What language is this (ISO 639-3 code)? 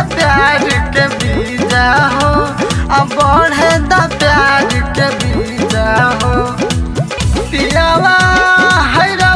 bho